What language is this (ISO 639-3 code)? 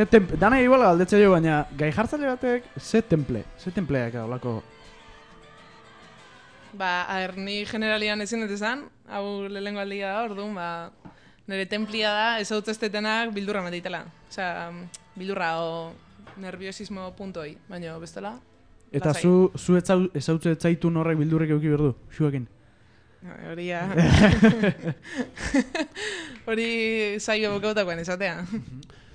eus